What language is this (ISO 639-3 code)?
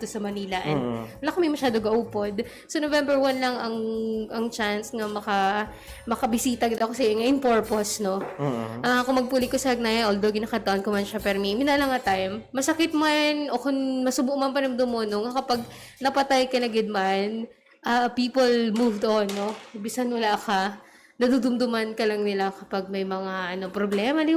hil